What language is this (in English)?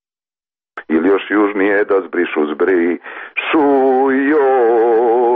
Serbian